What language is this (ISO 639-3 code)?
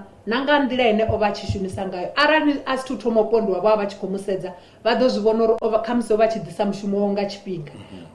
ven